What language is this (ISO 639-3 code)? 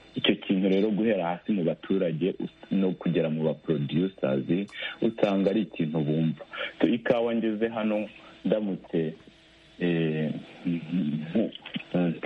kin